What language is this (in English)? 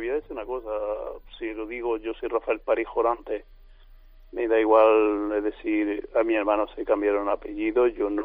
Spanish